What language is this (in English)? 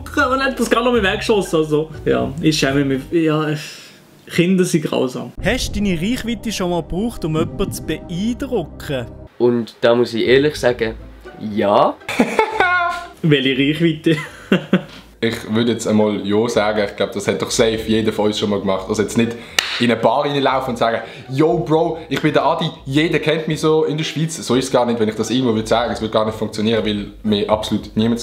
Swiss German